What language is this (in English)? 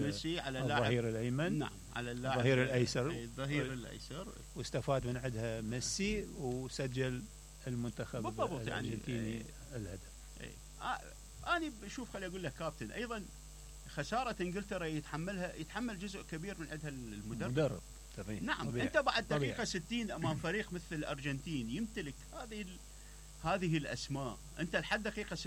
Mesopotamian Arabic